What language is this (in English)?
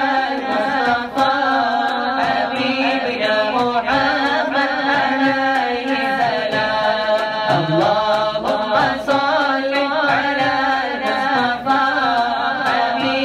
Malayalam